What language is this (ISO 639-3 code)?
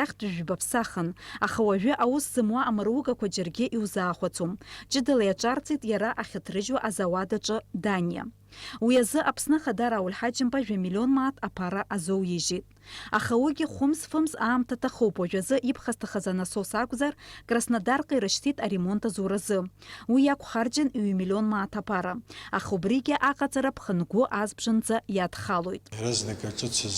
abk